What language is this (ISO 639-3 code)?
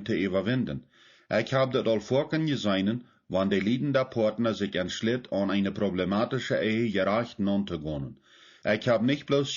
pdt